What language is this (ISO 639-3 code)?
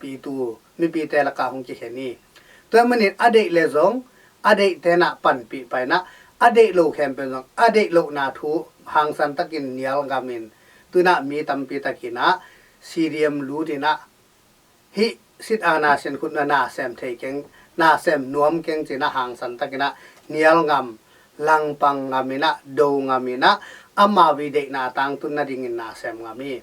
ctd